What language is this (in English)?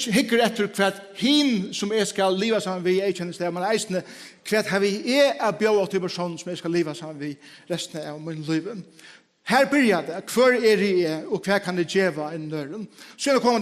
Faroese